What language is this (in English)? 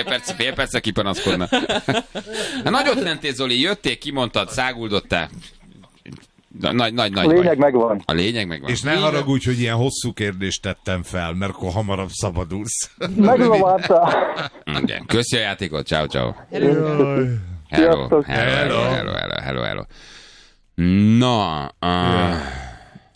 Hungarian